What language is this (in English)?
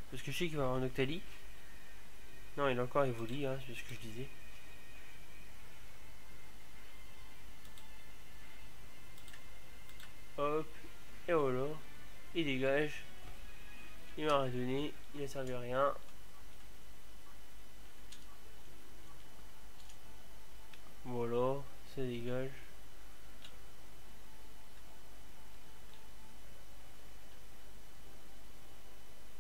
French